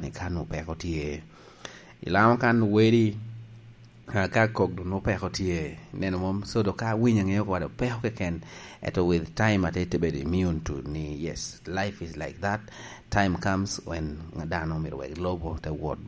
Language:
Lango (Uganda)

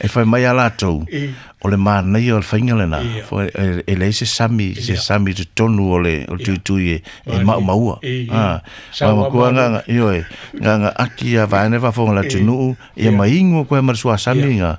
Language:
Samoan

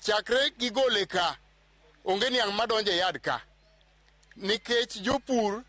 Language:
Luo (Kenya and Tanzania)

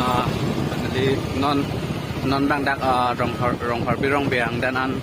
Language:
Karbi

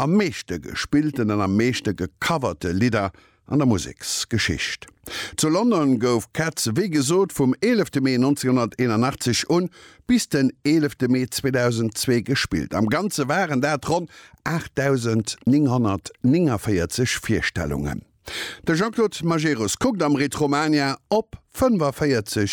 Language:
Luxembourgish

